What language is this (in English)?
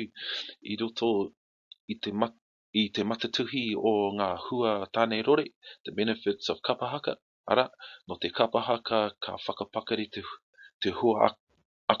Māori